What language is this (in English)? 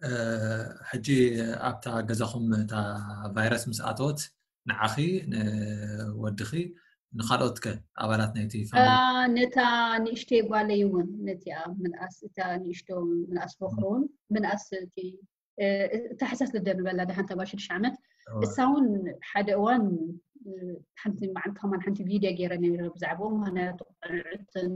Tigrinya